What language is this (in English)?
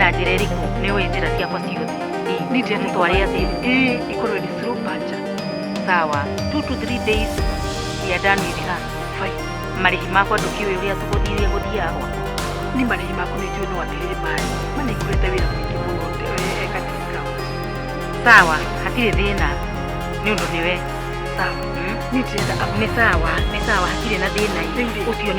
Kikuyu